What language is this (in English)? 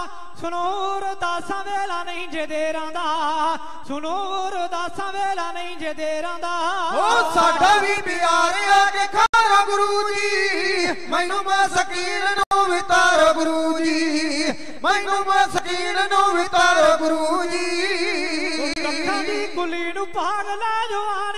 Punjabi